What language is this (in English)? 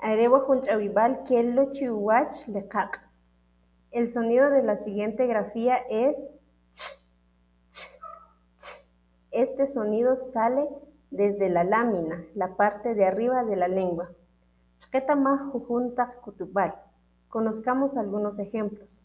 Kʼicheʼ